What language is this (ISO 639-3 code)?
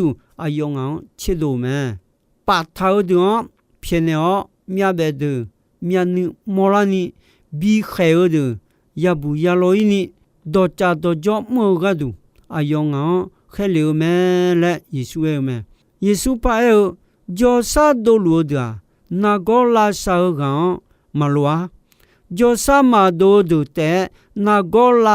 ahk